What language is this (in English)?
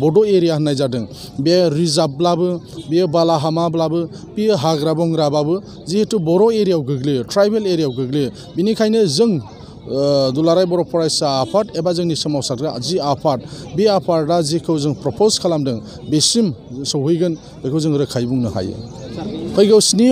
Bodo